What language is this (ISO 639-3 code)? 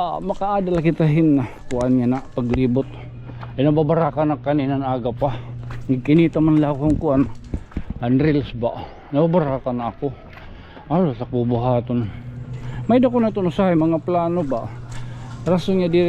war